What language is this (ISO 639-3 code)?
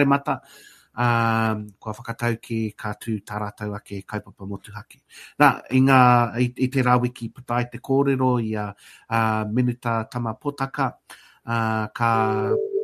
mri